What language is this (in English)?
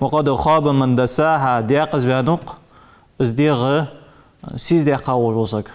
Ingush